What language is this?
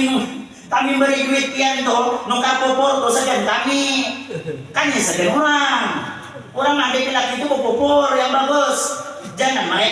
Banjar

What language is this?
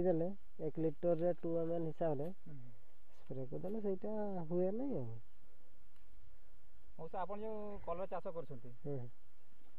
Odia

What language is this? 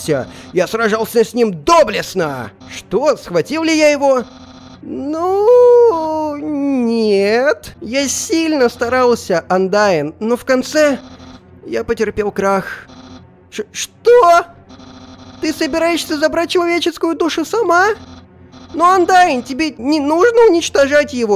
Russian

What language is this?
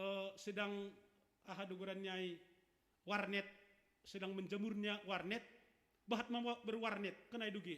Batak Simalungun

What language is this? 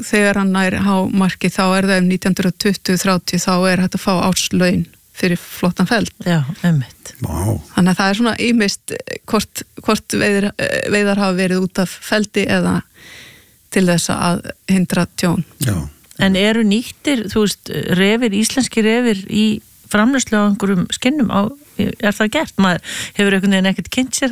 Icelandic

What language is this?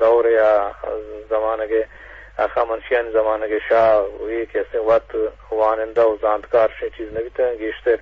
Eastern Balochi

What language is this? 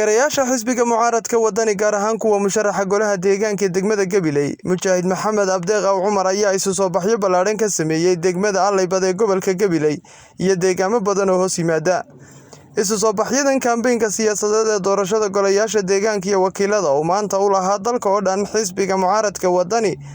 Somali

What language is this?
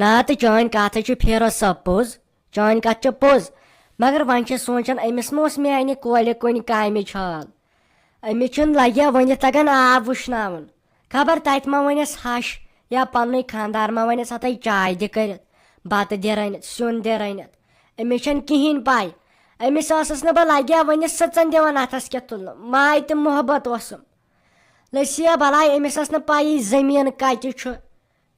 Kashmiri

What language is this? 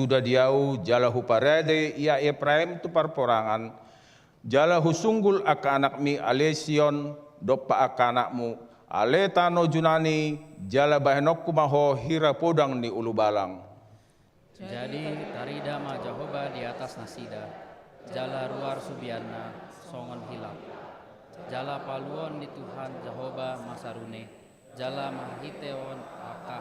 Batak Toba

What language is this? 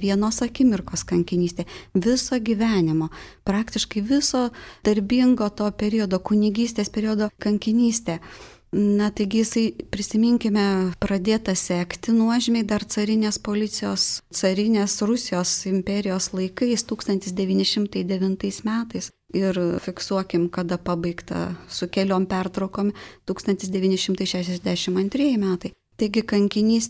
Lithuanian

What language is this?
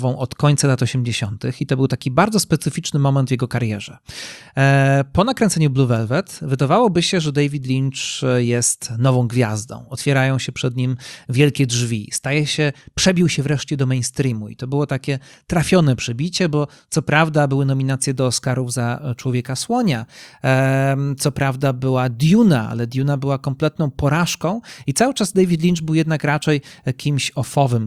Polish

